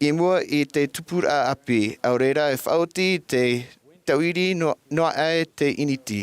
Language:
Tahitian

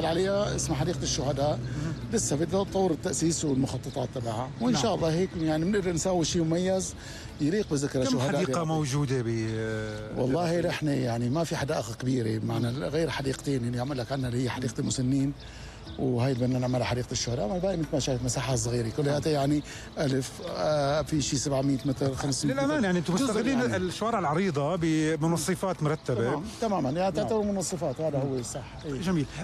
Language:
North Levantine Arabic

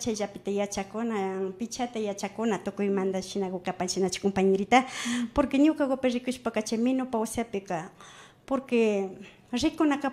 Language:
Imbabura Highland Quichua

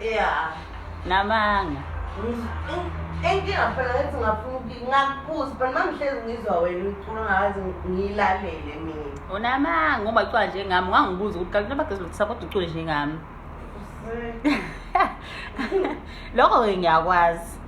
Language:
Zulu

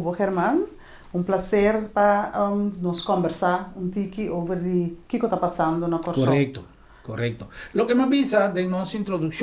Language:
Papiamento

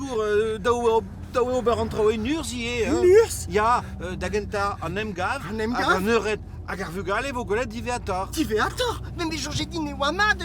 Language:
Breton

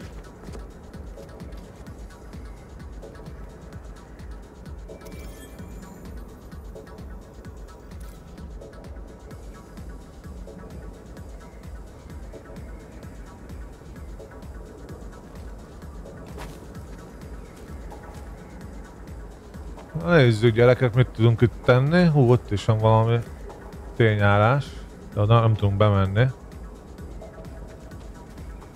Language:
Hungarian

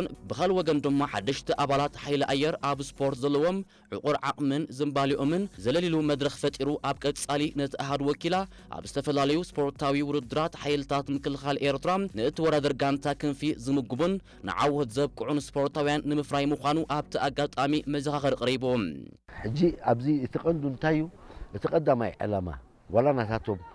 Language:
Tigrinya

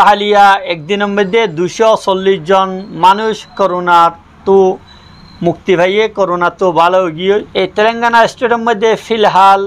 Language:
Rohingya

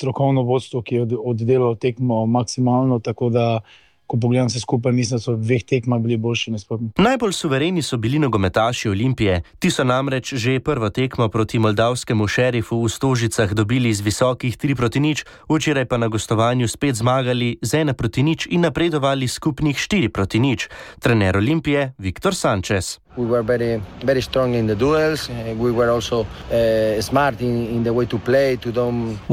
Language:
Slovenian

